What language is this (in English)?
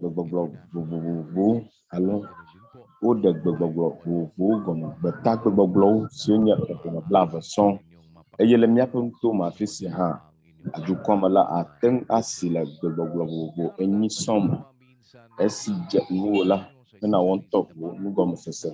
Ewe